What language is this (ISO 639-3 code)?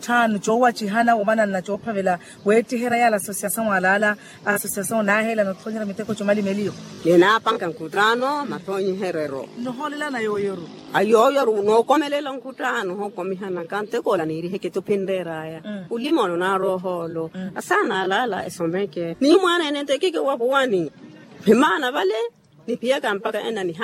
vmw